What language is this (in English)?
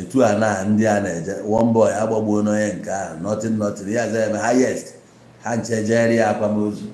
Igbo